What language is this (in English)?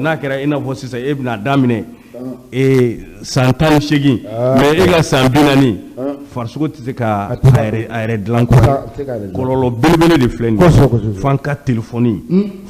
Bambara